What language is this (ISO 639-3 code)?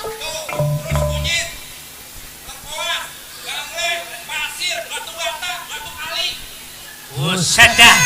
bew